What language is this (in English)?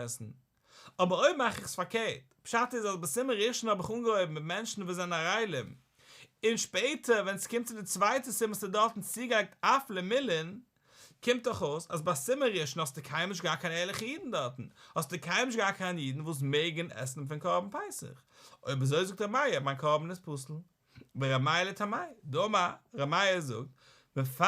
Yiddish